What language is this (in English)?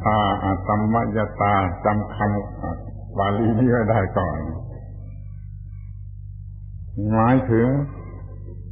Thai